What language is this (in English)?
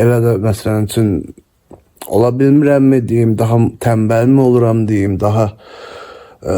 Azerbaijani